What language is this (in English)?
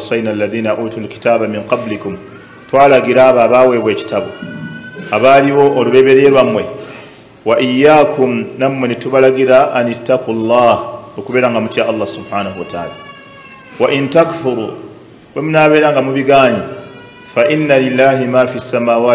Ganda